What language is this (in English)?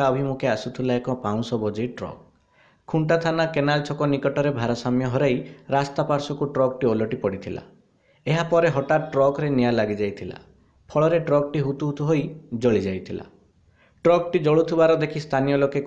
Odia